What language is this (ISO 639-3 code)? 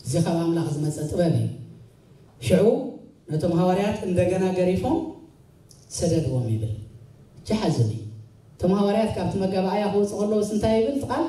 tir